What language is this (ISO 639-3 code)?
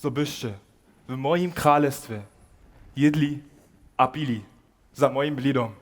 hsb